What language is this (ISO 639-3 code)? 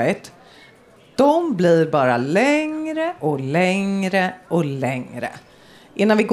swe